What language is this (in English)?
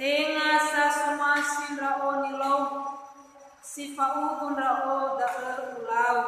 Nias